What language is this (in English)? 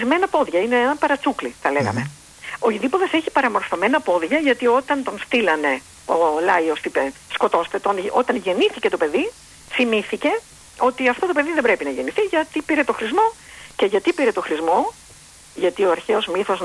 Greek